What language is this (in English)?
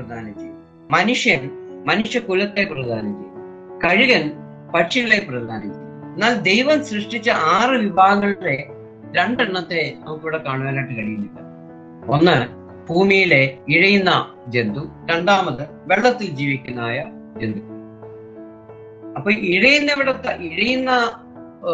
Malayalam